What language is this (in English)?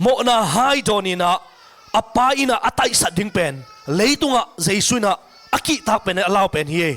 Tedim Chin